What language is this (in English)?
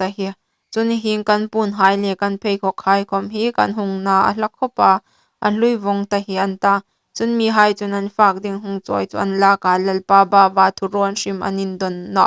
Hmar